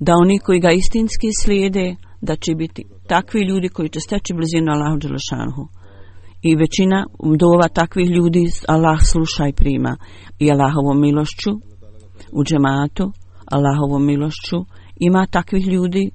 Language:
Bosnian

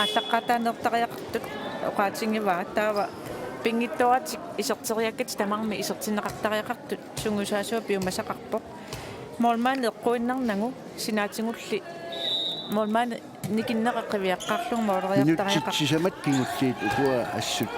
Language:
Kalaallisut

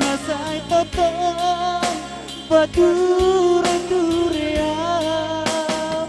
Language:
Batak Toba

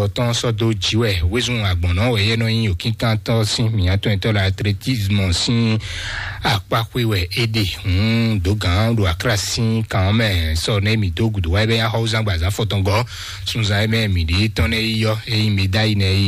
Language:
Fon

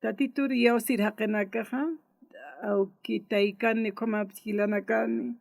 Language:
Aymara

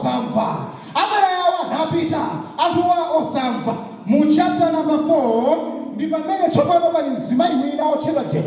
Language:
Nyanja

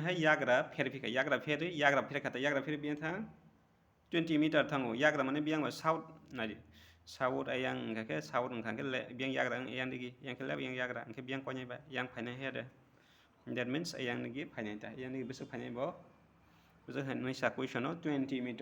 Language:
Kok Borok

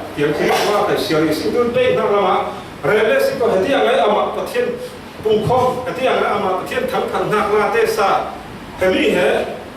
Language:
Falam Chin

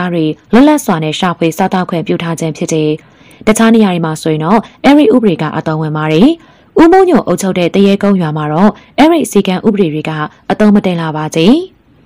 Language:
Burmese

